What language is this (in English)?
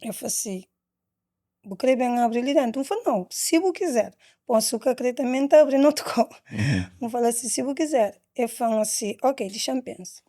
Kabuverdianu